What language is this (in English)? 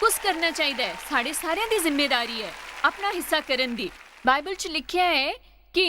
Dogri